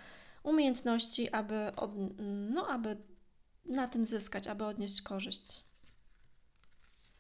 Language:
Polish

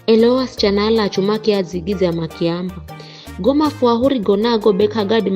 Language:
Giryama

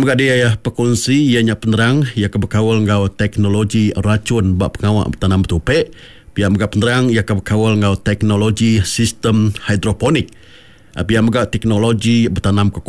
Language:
Iban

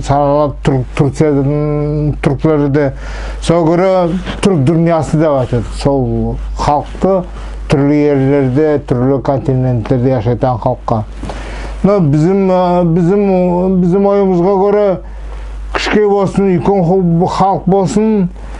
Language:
Nogai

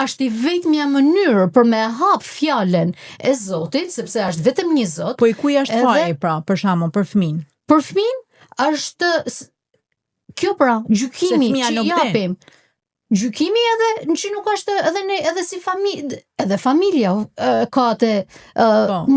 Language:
Albanian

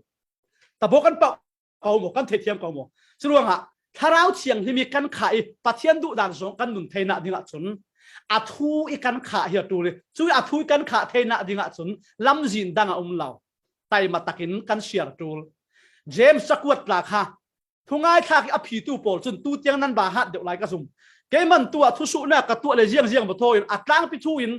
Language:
Falam Chin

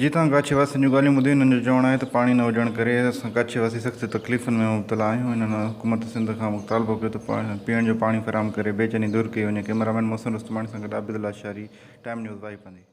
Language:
Sindhi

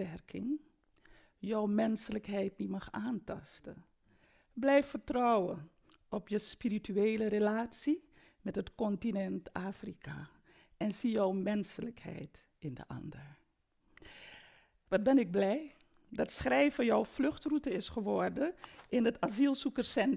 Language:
Dutch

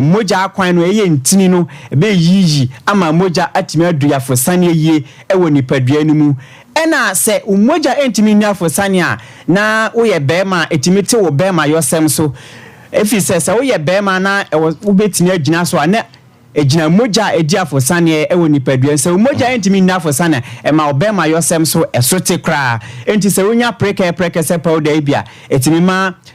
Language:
Akan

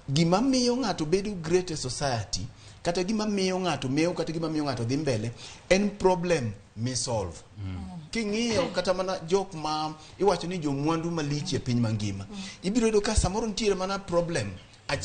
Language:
Luo (Kenya and Tanzania)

